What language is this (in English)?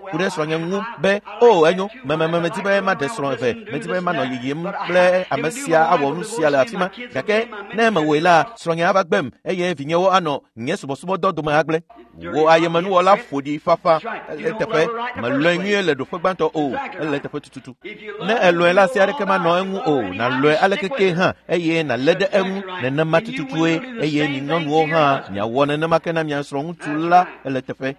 Ewe